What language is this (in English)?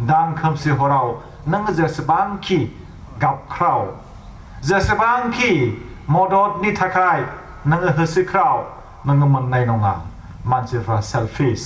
Bodo